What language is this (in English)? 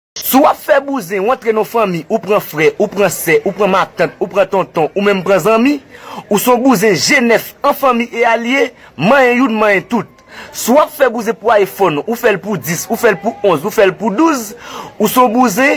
Haitian Creole